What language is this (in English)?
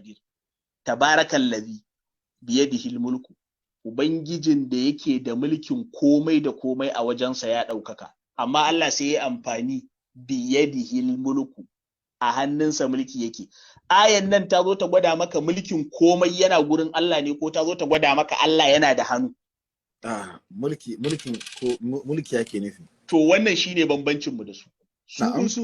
Hausa